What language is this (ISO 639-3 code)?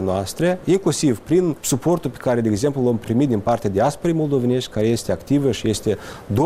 ron